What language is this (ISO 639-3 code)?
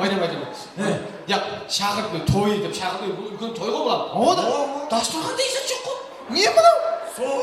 kaa